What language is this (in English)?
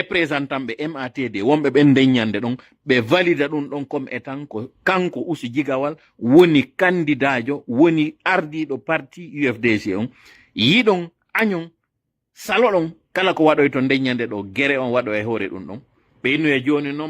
Pular